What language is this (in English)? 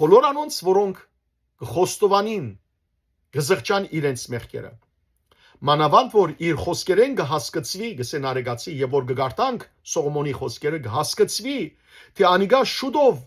Western Armenian